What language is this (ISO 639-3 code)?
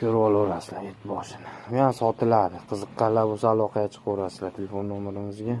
uzb